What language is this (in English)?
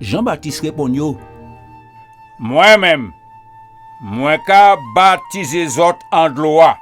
Guadeloupean Creole French